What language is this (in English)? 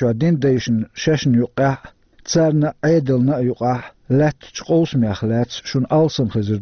Chechen